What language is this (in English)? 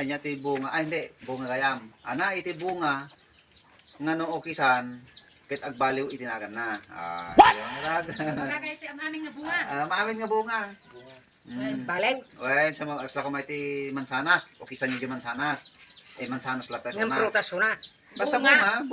Iloko